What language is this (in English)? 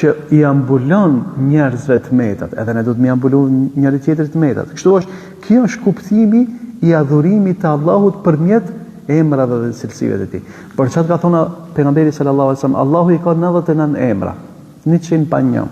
Albanian